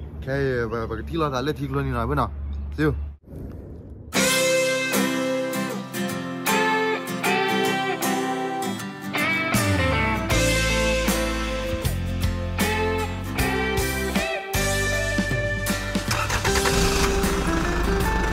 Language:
Malay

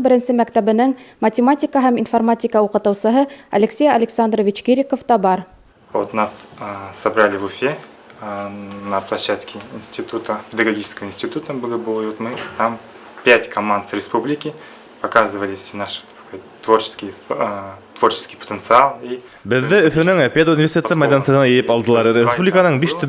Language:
Bashkir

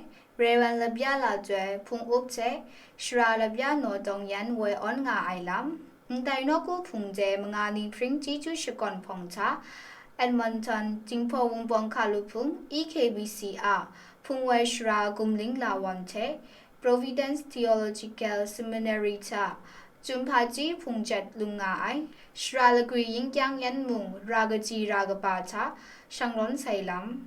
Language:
Kachin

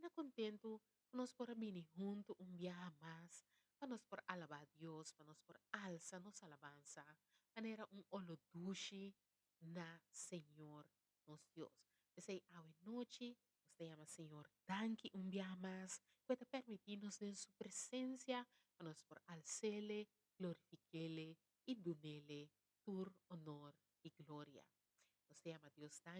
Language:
Papiamento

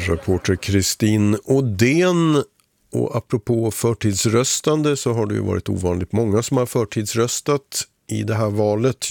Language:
Swedish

